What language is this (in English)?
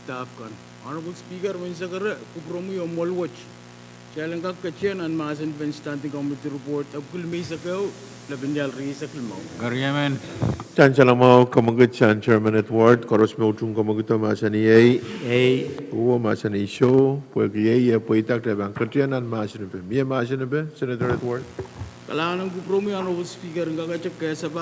Pohnpeian